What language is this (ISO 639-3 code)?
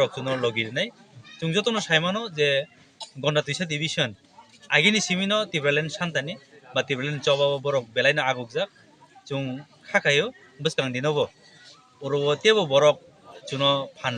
trp